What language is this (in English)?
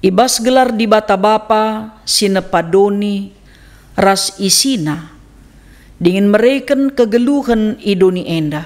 Batak Karo